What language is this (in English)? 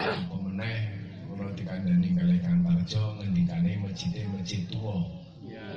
Javanese